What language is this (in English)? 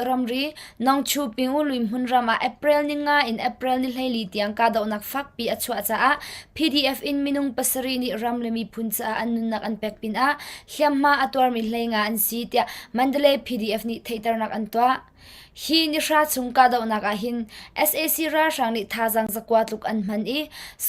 Hakha Chin